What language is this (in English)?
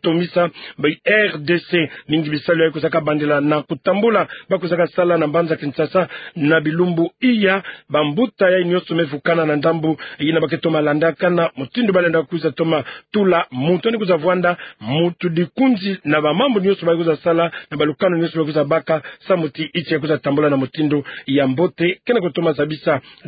Kituba (Democratic Republic of Congo)